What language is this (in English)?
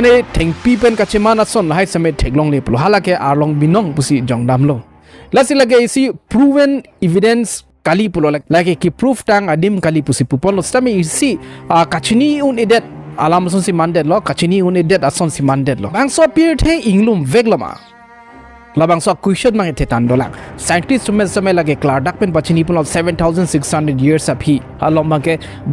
Karbi